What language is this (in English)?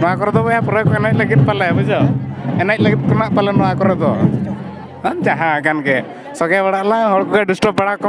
Santali